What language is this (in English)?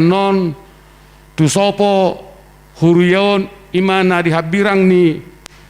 Batak Simalungun